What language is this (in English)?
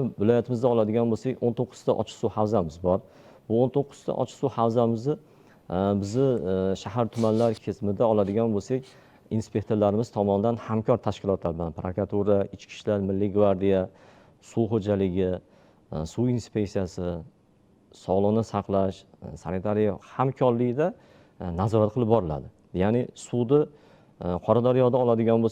Uzbek